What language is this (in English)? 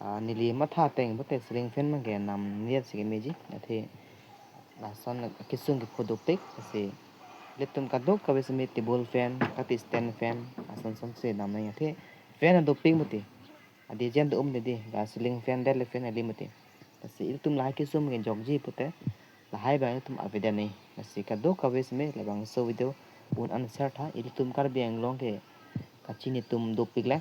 Karbi